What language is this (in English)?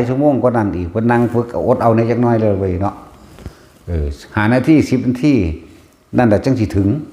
Northeastern Thai